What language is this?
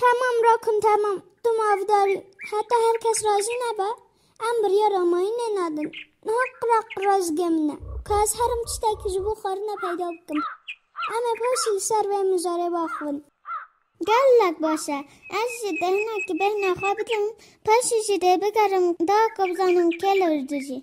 Kurdish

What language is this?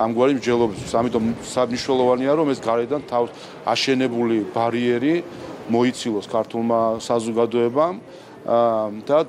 Georgian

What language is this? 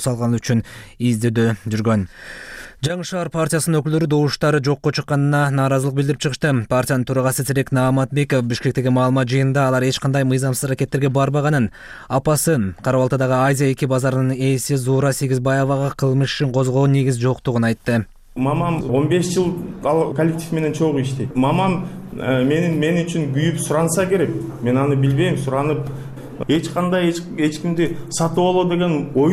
Kyrgyz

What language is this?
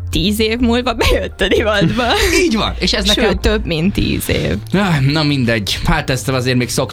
Hungarian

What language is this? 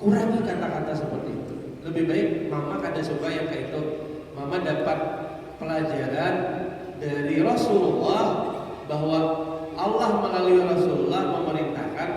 Banjar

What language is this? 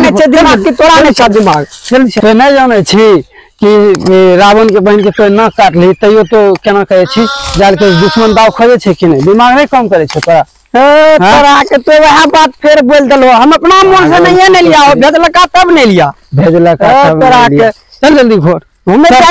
Maithili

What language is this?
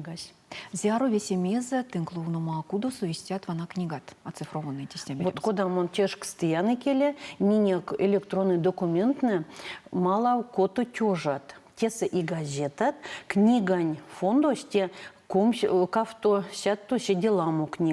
Erzya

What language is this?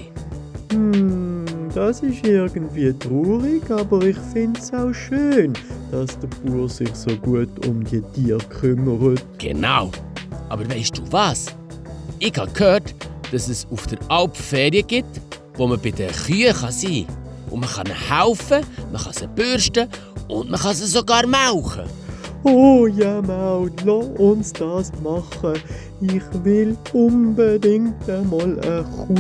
Swiss German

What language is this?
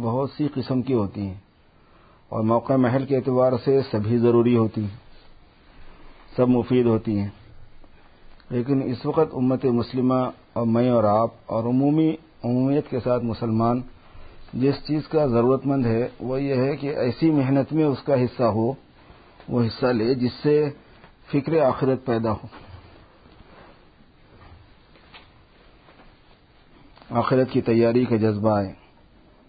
Urdu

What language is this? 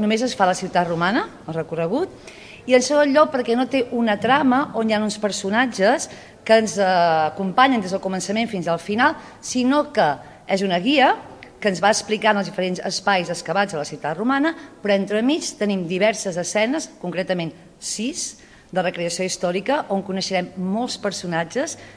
Catalan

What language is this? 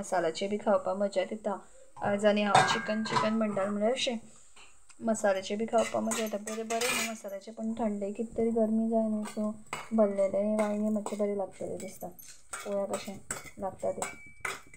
Konkani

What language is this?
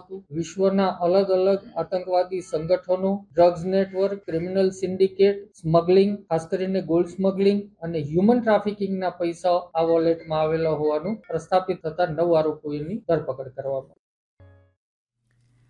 Gujarati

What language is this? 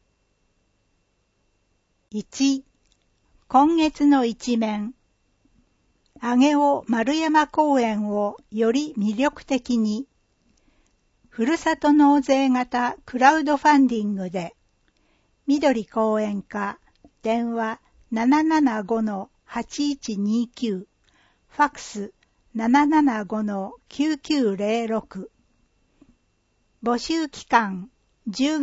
Japanese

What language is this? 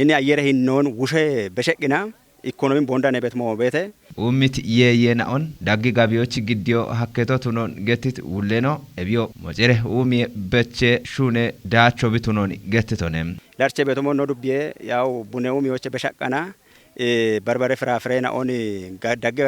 Kafa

